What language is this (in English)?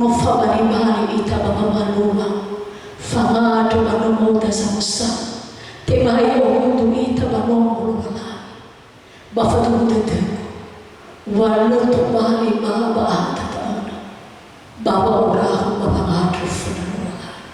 Nias